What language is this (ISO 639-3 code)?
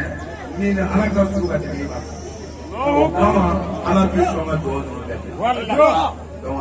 bam